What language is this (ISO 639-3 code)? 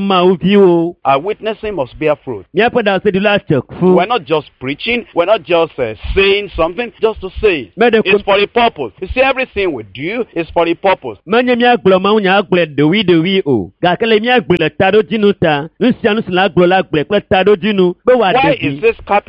ewe